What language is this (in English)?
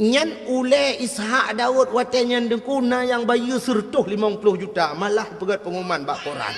Achinese